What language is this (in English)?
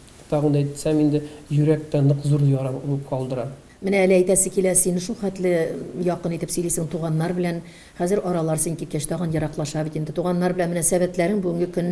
Tatar